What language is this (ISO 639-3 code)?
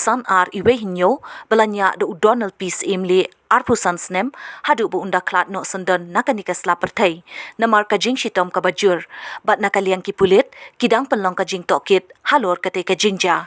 kha